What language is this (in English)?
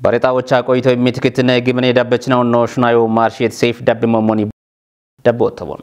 Kafa